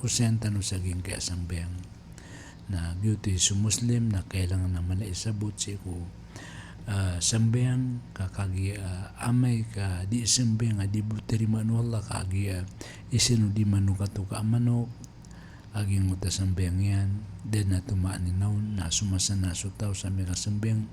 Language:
Maranao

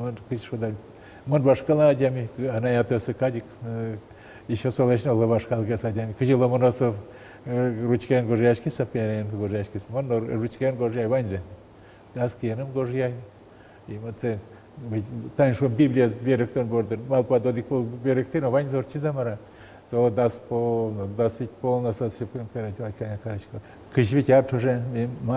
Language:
Udmurt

